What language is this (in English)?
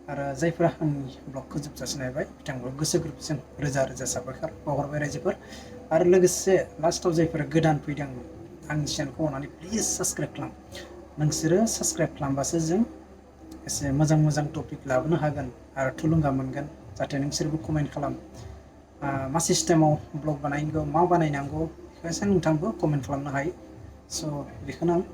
Bodo